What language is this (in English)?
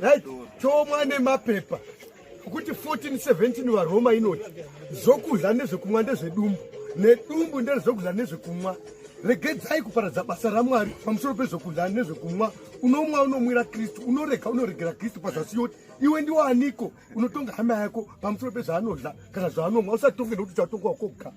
Shona